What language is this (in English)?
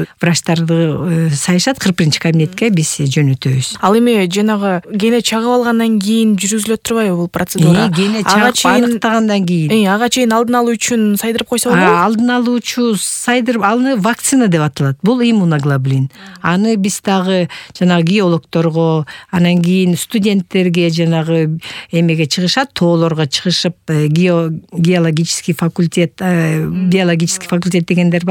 Kyrgyz